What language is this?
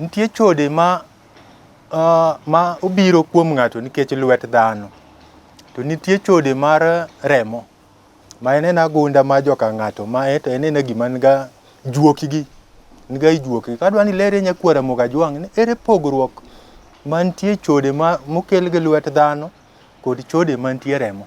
Luo (Kenya and Tanzania)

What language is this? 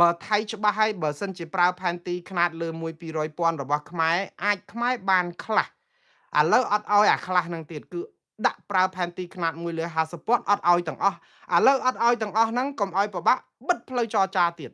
Khmer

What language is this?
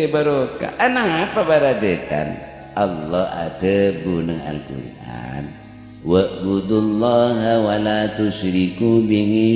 Madurese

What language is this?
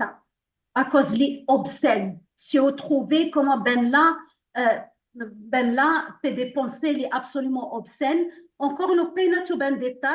Morisyen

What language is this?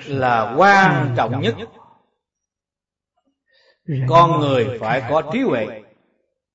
Vietnamese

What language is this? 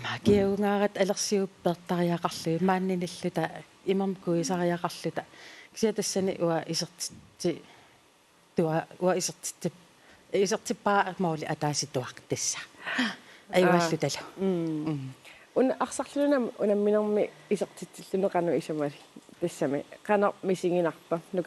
Kalaallisut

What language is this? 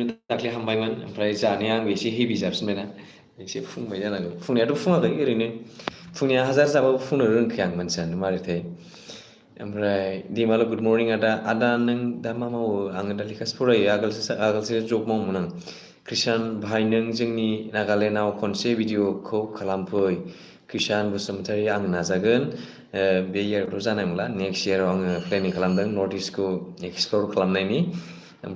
Bodo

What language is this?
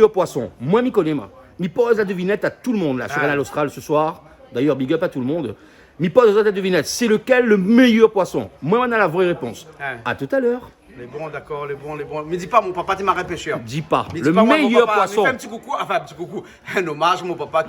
Réunion Creole French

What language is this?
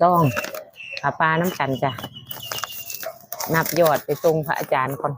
Lao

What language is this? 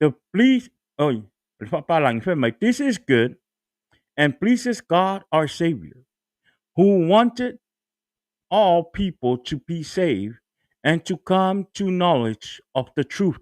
Samoan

